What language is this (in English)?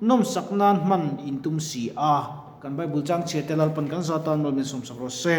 Mizo